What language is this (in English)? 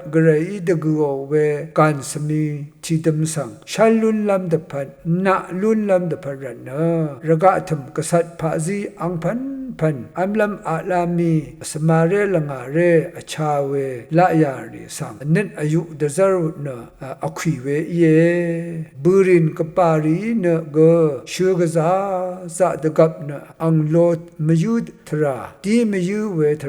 Rawang